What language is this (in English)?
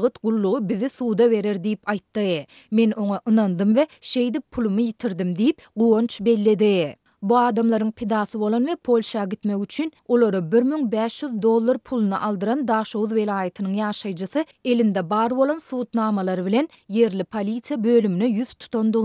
Turkmen